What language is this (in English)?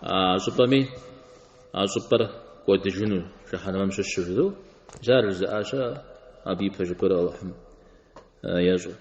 Kabardian